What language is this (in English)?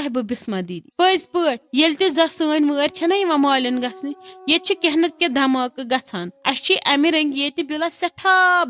Kashmiri